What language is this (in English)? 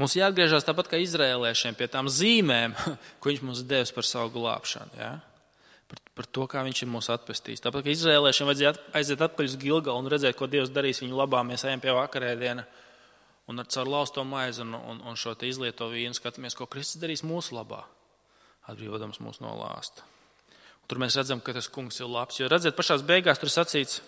Latvian